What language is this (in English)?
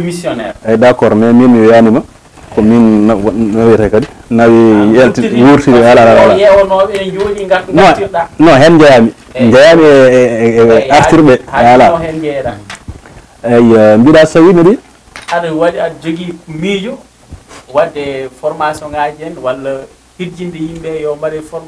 Fula